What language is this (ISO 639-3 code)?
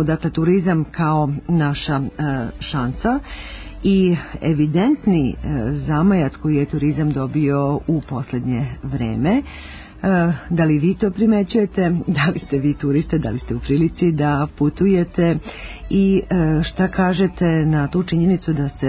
srp